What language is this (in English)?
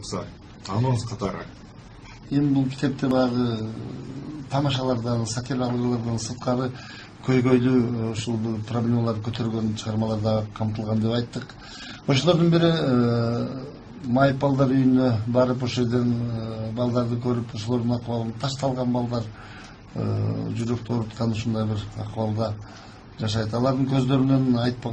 Kyrgyz